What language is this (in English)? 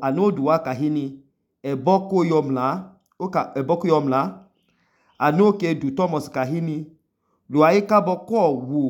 Idoma